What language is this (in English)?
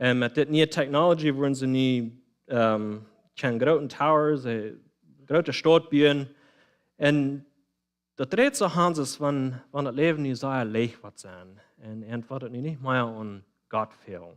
Plautdietsch